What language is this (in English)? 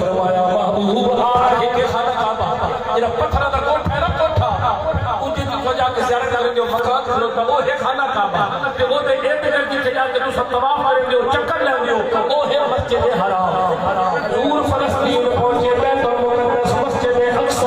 Saraiki